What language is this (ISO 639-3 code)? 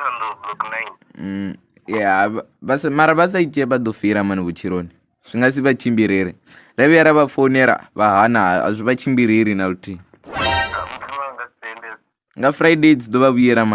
ven